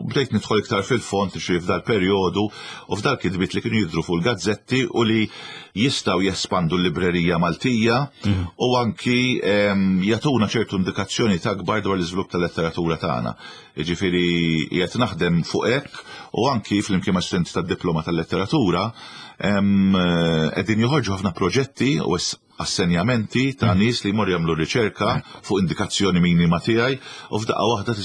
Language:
Maltese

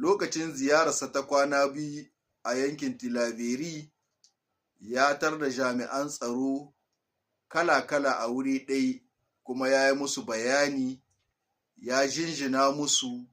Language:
Hausa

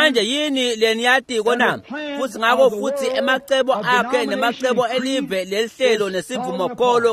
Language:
Swati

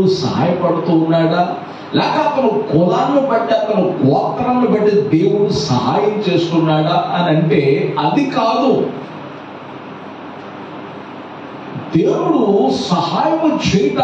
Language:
Telugu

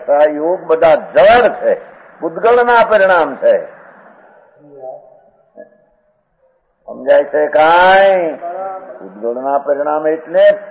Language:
Gujarati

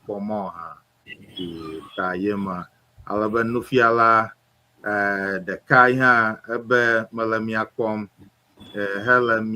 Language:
Ewe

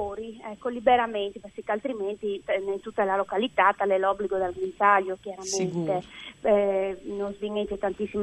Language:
Friulian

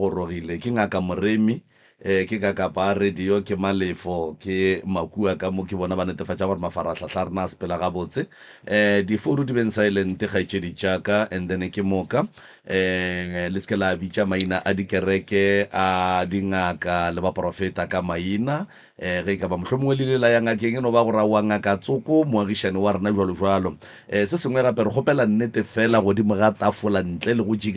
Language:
Northern Sotho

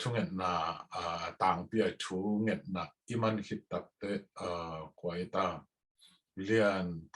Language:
Tedim Chin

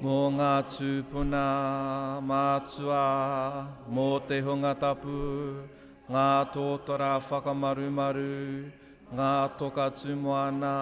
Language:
Māori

